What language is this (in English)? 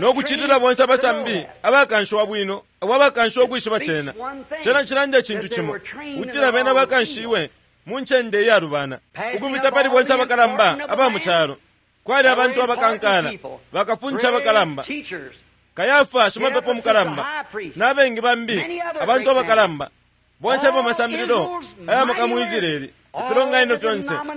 Bemba